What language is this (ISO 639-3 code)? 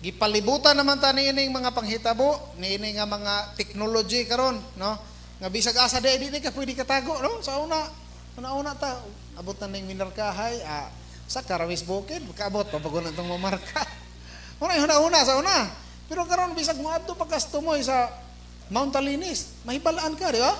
ceb